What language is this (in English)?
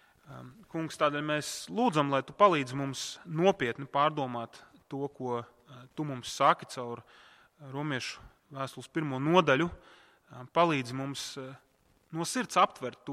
Latvian